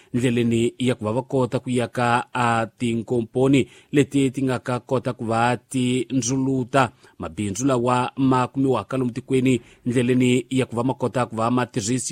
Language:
Tsonga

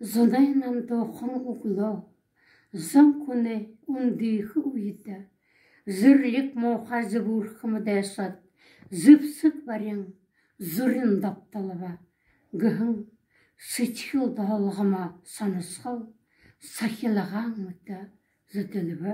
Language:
Buriat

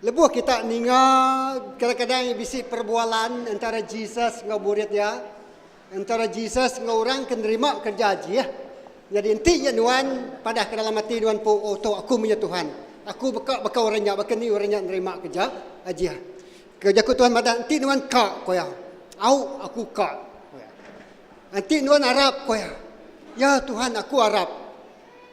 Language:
Iban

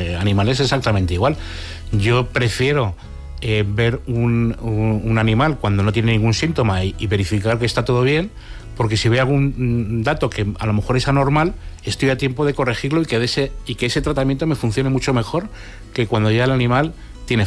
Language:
Spanish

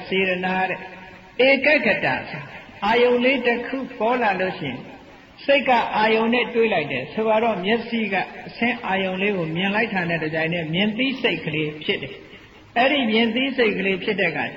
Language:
Burmese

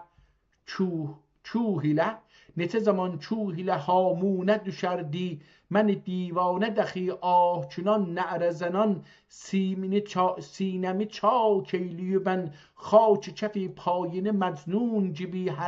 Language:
South Azerbaijani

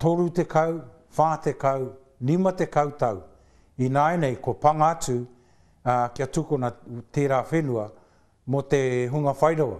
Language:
Māori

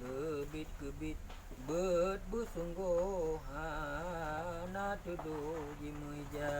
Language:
Achinese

